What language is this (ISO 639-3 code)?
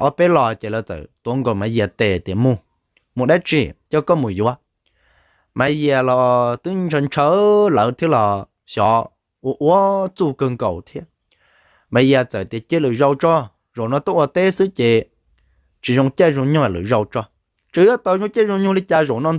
hmn